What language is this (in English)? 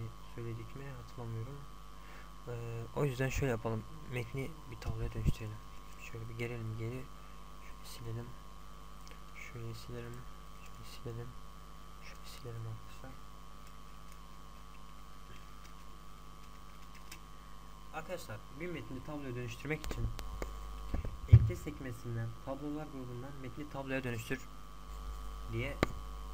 Turkish